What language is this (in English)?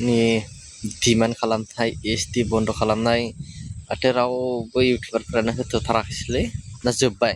Bodo